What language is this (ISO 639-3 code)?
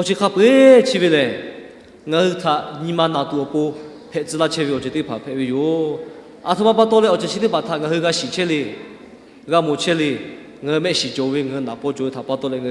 lhu